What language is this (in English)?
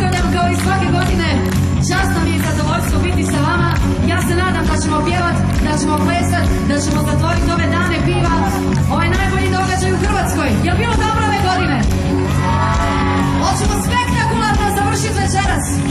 Croatian